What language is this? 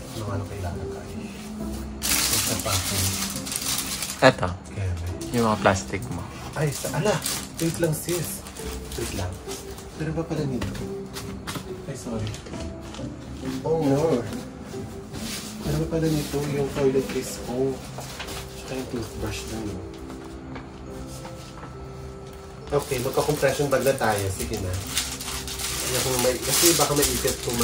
Filipino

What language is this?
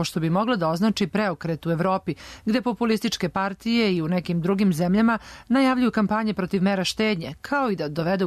Serbian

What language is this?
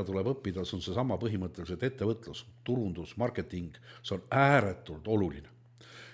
Estonian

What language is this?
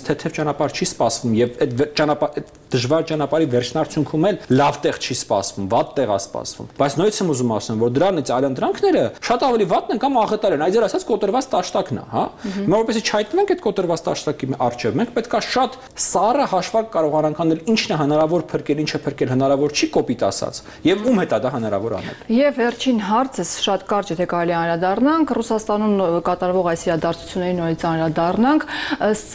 Armenian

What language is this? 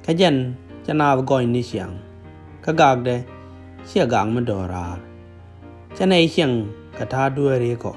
Nuer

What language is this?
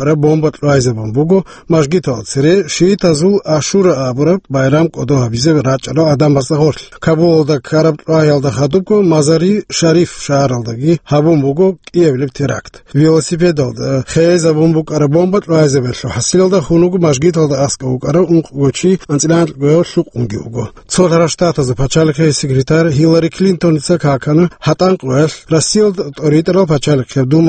Avaric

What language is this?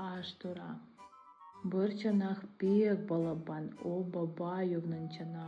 Crimean Tatar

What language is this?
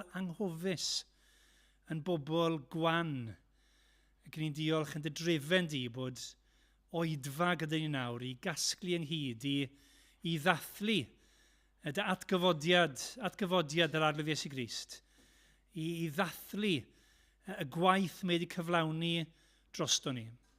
Welsh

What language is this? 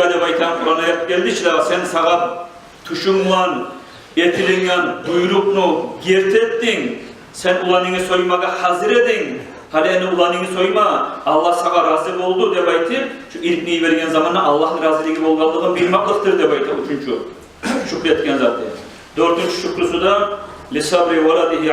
Kumyk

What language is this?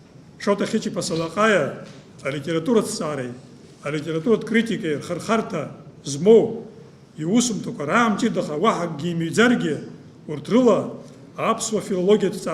Abkhazian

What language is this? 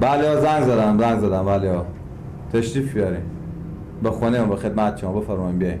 Persian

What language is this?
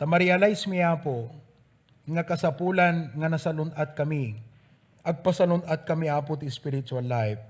Iloko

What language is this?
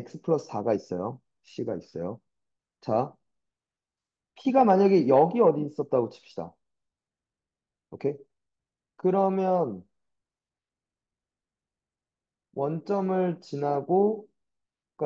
Korean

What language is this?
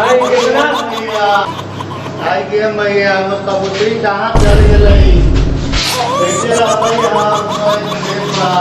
Magahi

